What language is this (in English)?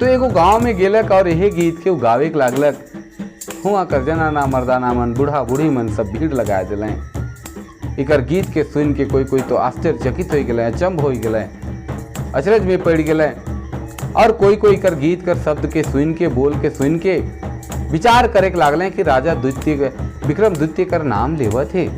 Sadri